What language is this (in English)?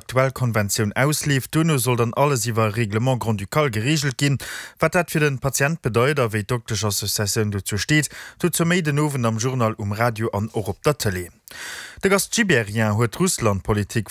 Luxembourgish